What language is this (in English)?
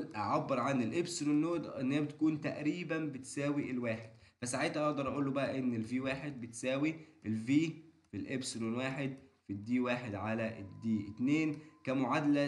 Egyptian Arabic